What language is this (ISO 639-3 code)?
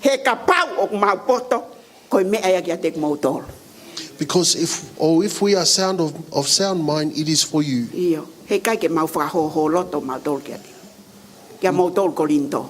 ton